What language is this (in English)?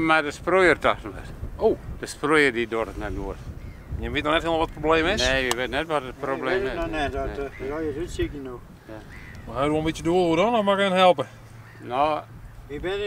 Western Frisian